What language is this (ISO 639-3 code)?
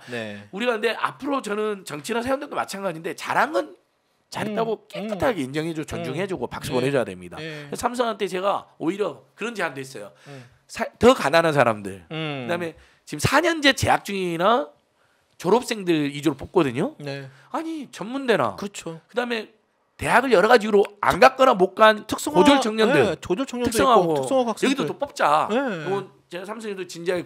kor